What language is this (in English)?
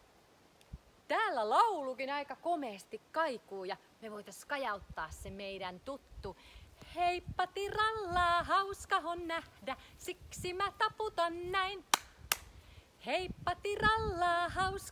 Finnish